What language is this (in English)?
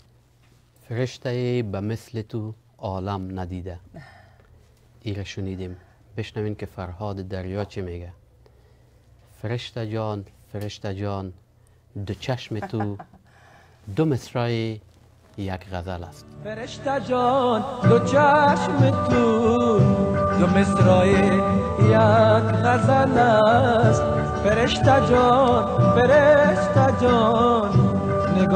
Persian